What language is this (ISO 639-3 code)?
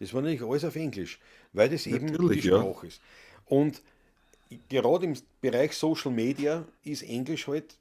bar